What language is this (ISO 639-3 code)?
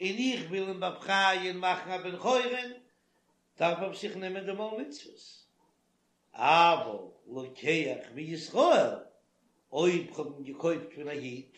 yid